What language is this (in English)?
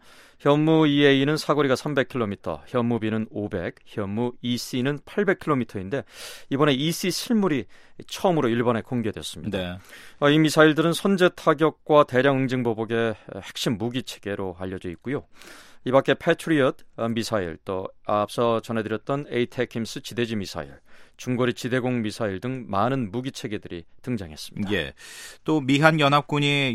Korean